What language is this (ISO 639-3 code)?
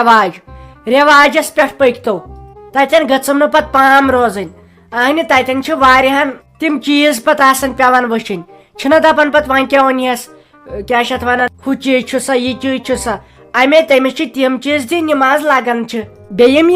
kas